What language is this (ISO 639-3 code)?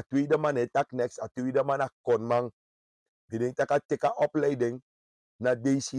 srn